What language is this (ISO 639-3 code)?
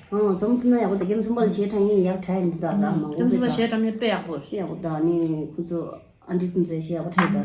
bod